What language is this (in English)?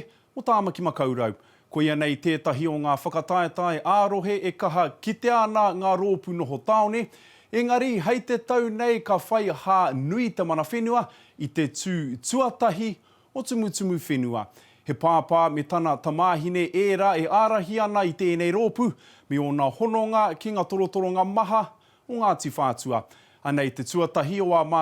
Māori